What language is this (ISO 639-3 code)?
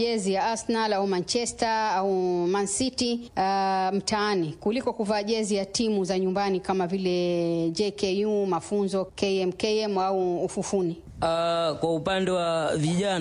swa